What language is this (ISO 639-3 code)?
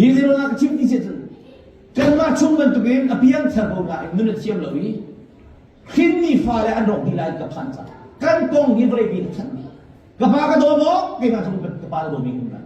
cnh